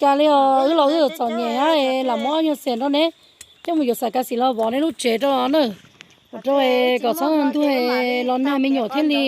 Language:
Hmong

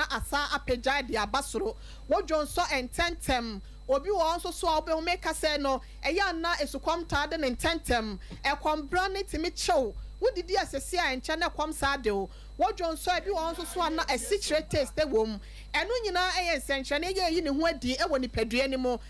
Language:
Akan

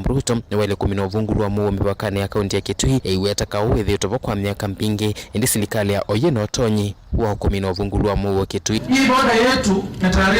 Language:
Kamba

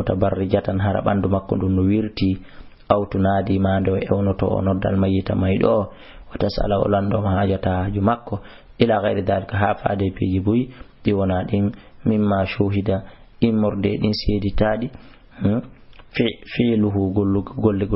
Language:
Fula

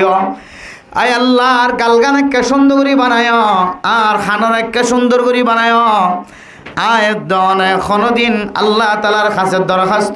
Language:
Rohingya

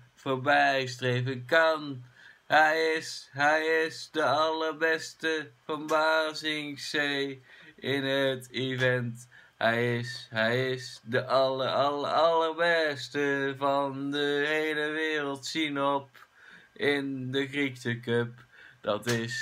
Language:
Dutch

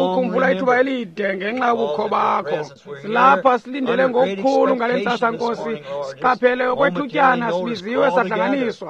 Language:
Xhosa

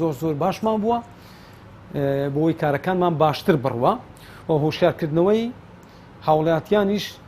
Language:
Central Kurdish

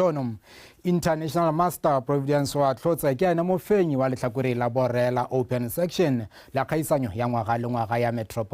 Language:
Tswana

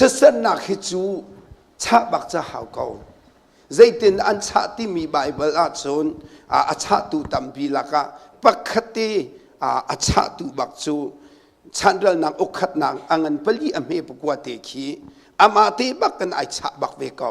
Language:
Hakha Chin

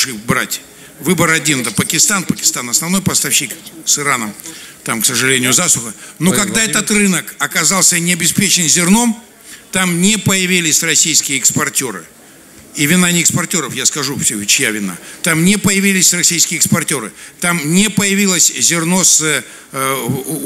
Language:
Russian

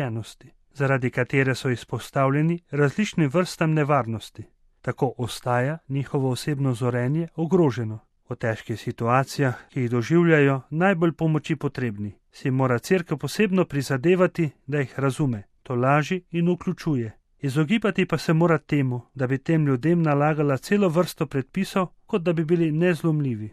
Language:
Slovenian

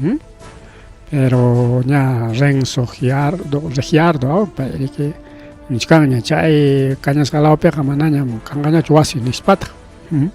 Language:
Ayacucho Quechua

